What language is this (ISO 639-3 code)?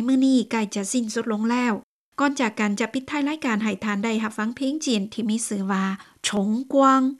lao